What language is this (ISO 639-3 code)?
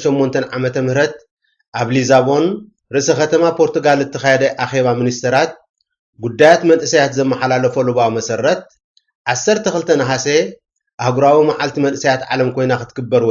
tir